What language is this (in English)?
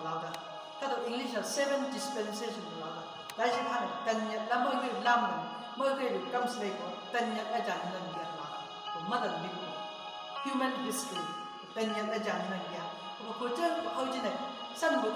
Chang Naga